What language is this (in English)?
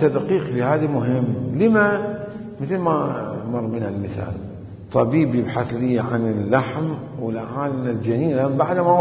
Mesopotamian Arabic